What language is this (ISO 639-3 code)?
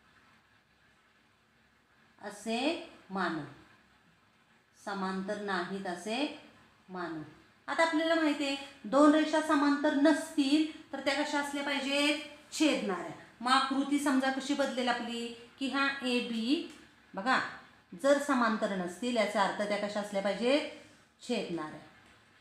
mar